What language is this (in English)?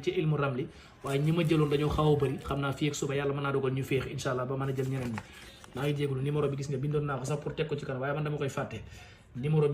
Wolof